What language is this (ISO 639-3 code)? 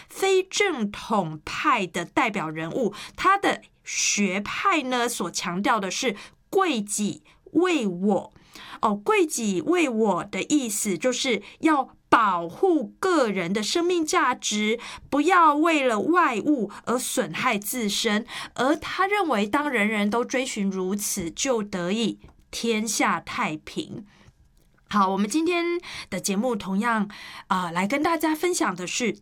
zho